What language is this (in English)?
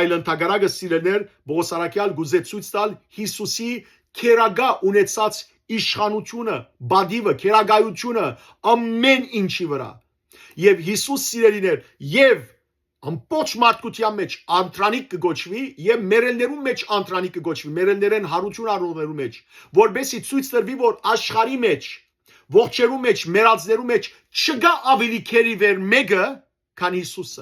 Western Armenian